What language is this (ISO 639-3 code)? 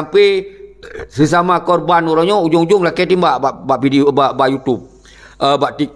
ace